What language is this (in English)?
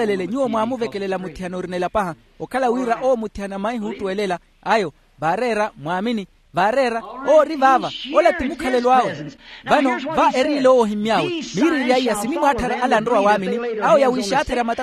Makhuwa